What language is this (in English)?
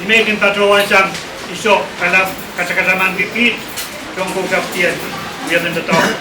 Pohnpeian